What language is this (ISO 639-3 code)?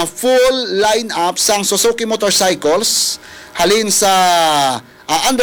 hil